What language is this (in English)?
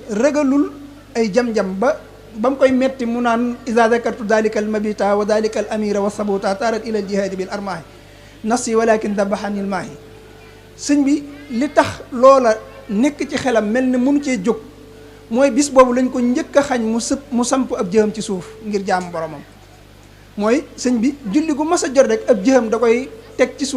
Wolof